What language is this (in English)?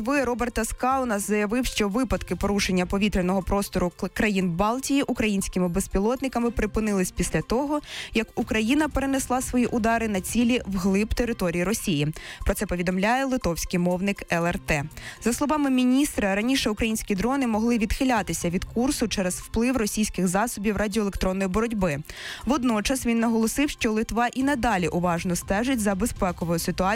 Ukrainian